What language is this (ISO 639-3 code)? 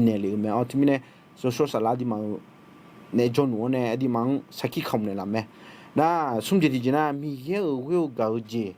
ahk